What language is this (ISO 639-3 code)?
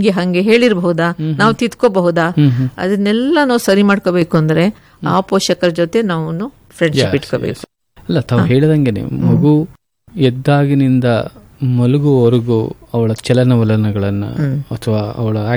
kan